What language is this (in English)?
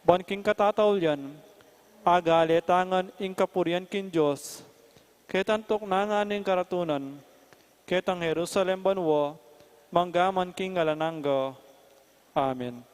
Pampanga